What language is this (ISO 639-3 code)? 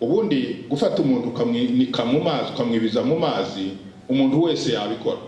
kin